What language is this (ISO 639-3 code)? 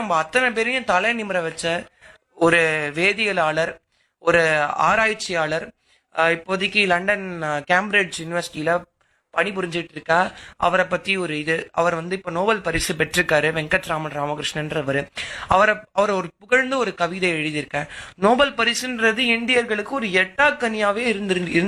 tam